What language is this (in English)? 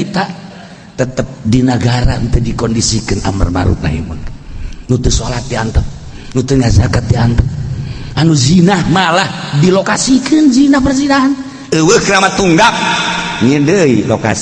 Sundanese